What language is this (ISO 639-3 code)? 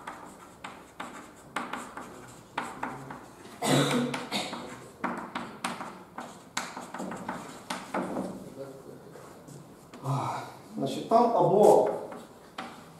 ukr